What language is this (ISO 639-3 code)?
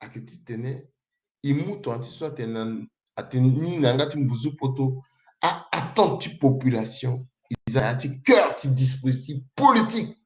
sag